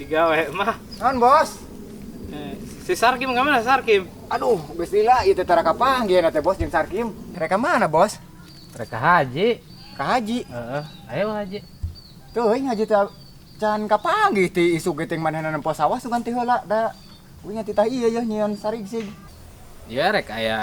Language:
Sundanese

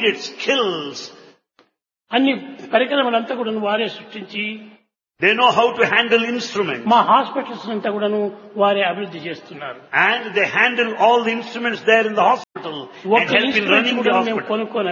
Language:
Telugu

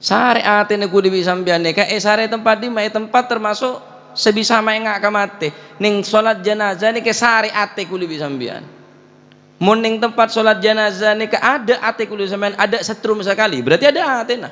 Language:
Madurese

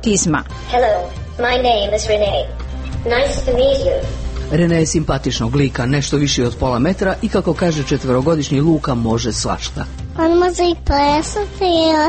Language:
Croatian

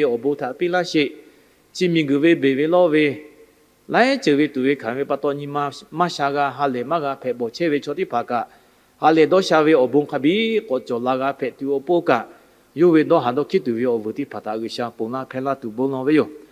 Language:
Lahu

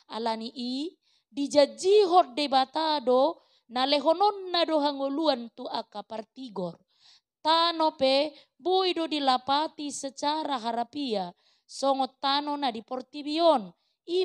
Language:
Batak Toba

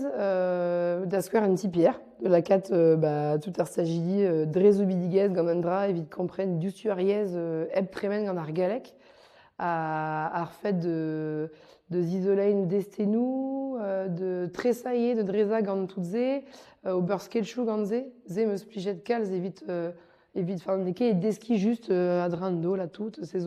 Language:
Breton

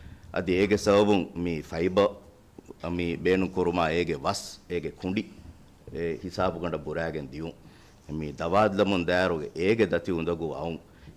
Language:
Divehi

